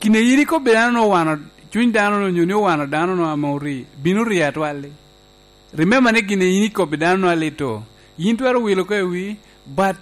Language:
Lango (Uganda)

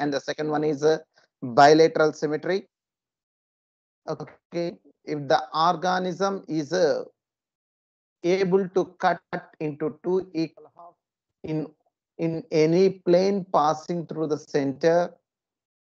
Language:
English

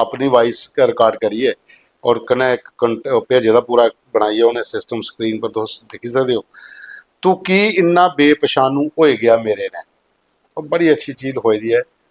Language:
Dogri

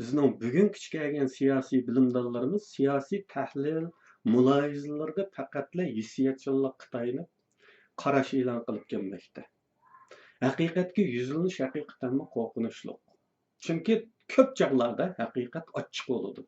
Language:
Uyghur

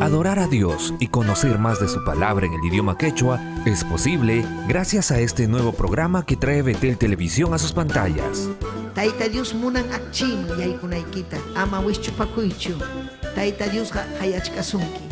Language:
Ayacucho Quechua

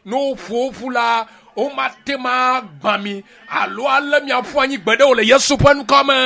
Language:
Ewe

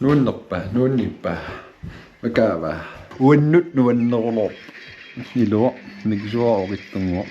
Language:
Kalaallisut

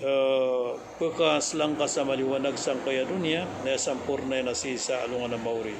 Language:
Maranao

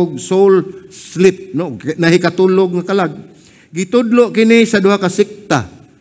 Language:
Cebuano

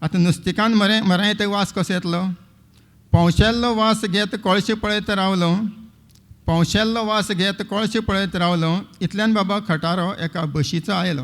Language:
Konkani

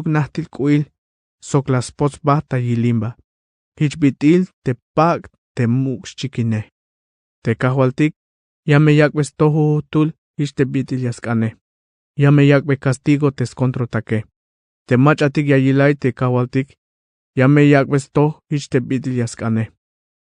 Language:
Tzeltal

